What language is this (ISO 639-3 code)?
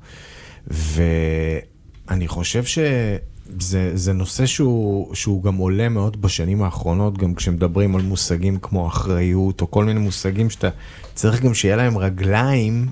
heb